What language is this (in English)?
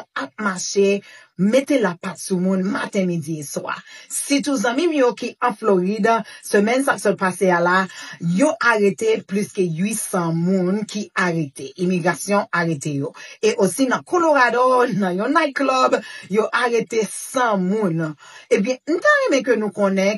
Haitian Creole